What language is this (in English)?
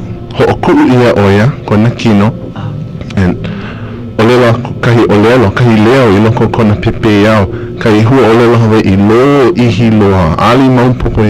Hawaiian